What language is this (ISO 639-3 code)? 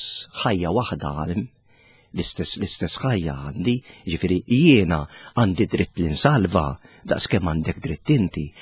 mlt